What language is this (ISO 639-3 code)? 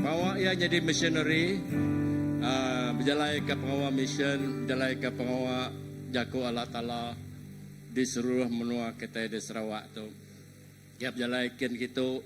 iba